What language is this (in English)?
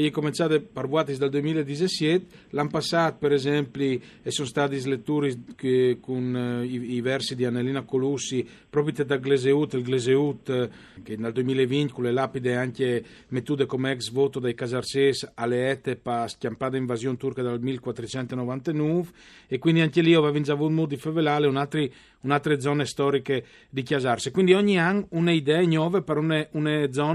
Friulian